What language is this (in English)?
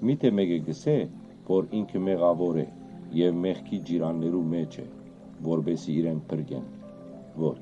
Western Armenian